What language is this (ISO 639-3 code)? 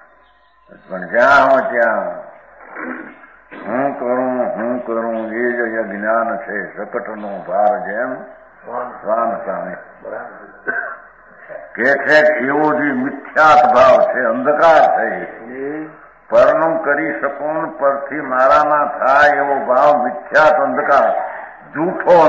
guj